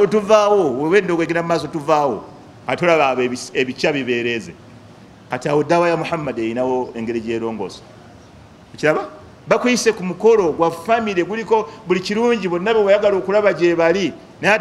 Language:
Ganda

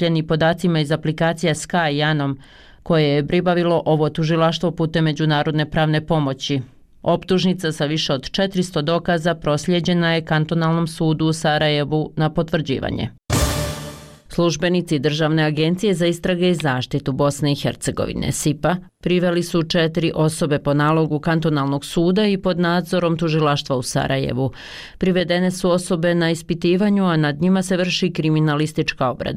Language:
Bosnian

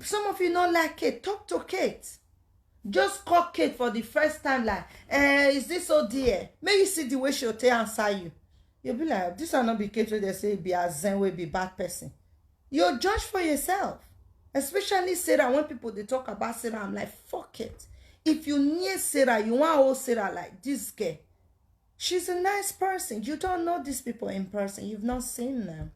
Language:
Nigerian Pidgin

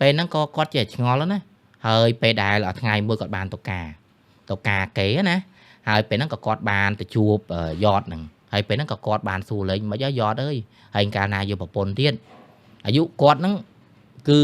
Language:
Khmer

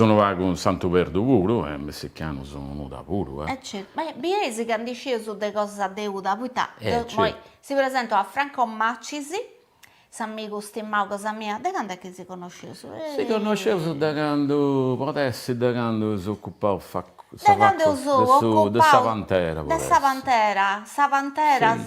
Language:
Sardinian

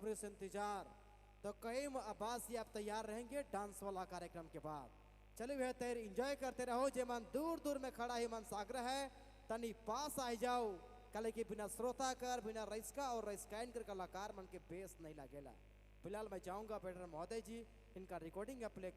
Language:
Sadri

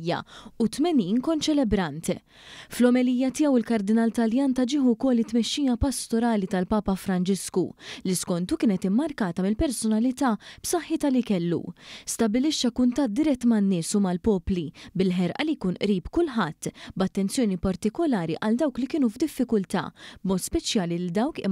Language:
Maltese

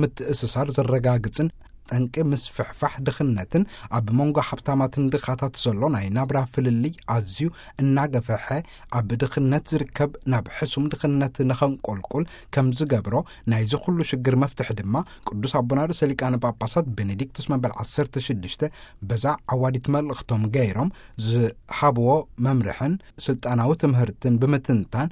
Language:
Tigrinya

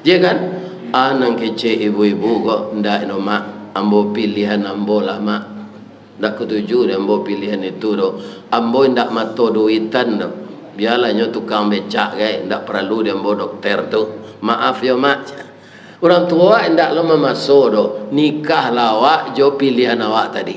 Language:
Minangkabau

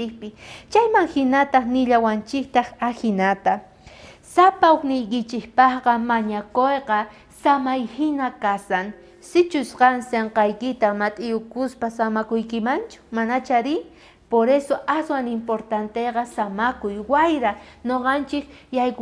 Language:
South Bolivian Quechua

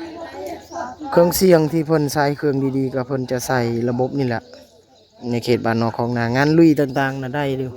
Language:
Lao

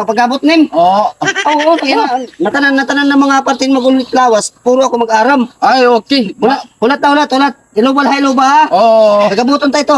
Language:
Waray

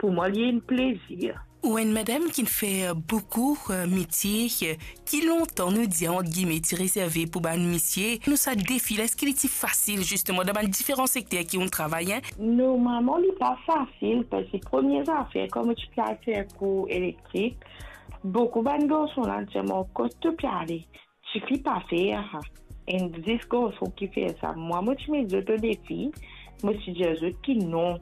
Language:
Morisyen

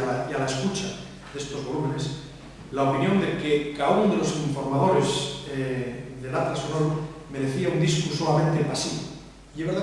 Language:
Asturian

